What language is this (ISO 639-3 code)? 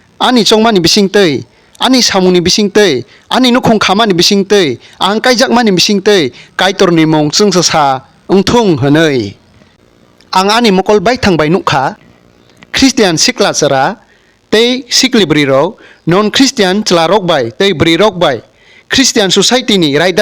trp